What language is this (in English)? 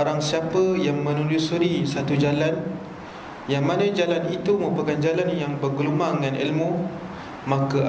Malay